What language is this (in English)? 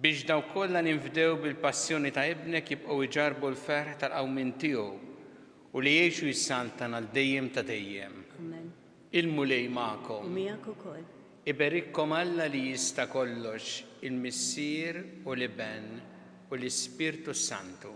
Maltese